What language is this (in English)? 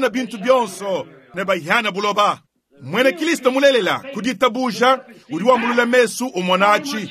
Luba-Lulua